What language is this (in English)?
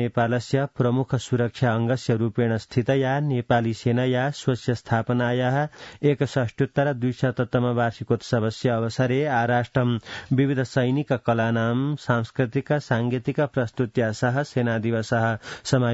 Sanskrit